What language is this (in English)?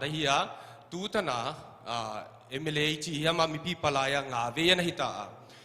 Paite Chin